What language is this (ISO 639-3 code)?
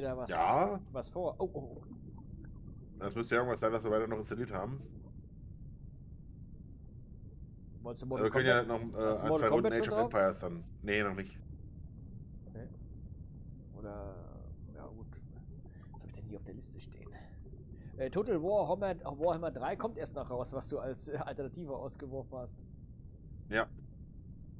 deu